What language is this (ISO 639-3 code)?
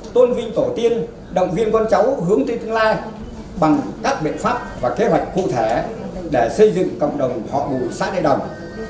vie